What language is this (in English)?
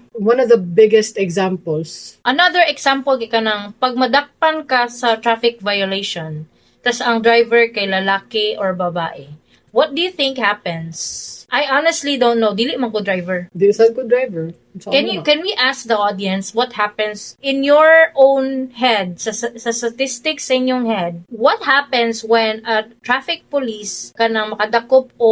Cebuano